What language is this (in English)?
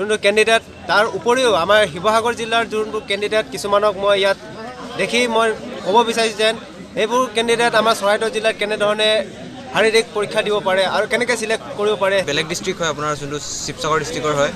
Assamese